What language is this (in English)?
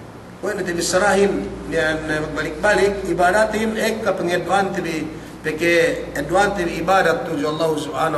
Yakan